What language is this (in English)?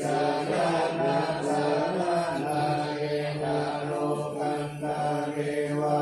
Pali